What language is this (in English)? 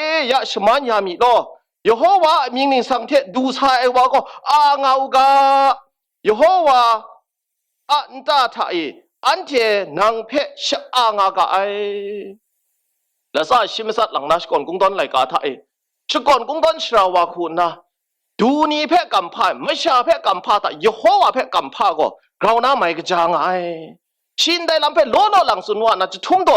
Kachin